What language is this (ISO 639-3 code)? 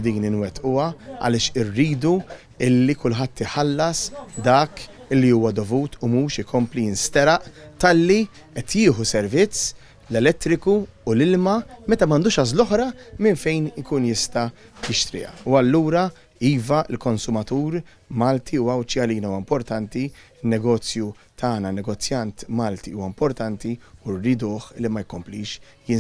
mlt